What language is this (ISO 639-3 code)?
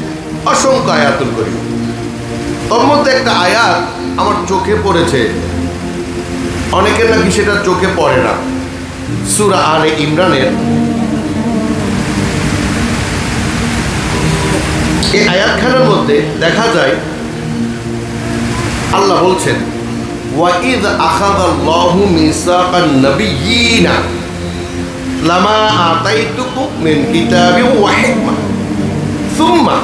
ben